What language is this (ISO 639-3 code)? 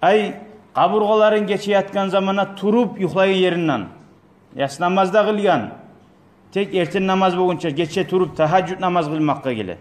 kum